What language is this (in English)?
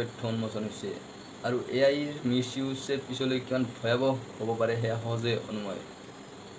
Assamese